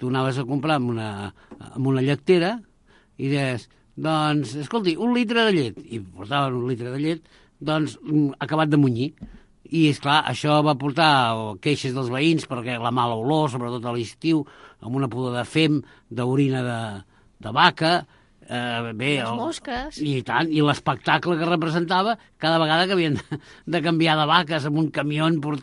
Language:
Catalan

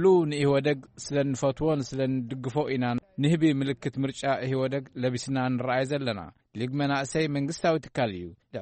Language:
Tigrinya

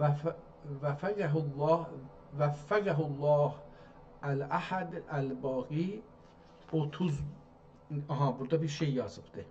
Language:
South Azerbaijani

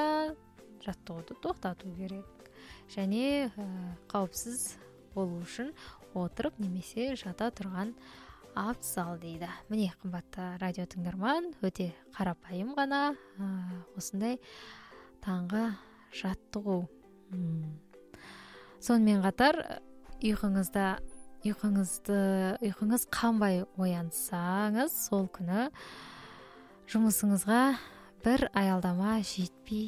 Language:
Kazakh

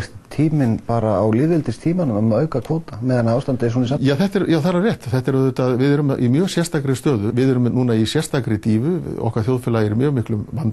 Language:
Icelandic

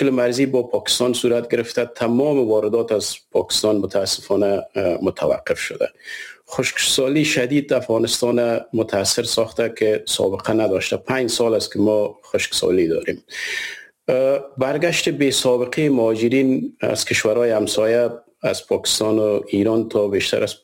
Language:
Persian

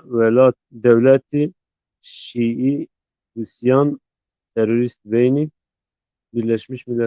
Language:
Zaza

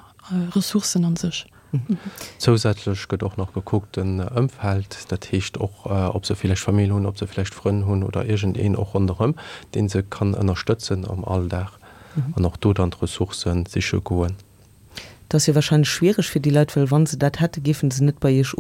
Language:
Luxembourgish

